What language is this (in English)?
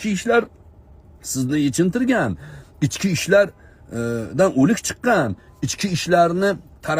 Uzbek